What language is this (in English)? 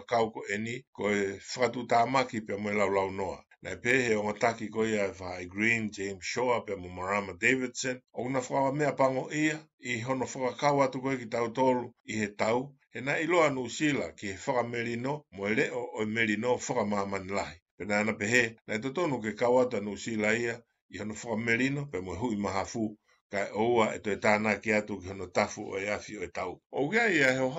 Tongan